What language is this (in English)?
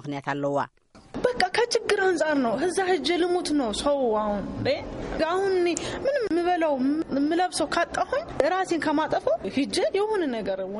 Tigrinya